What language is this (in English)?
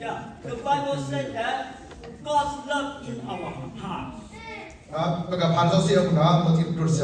S'gaw Karen